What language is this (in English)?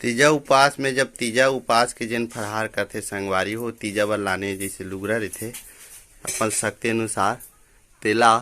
Chhattisgarhi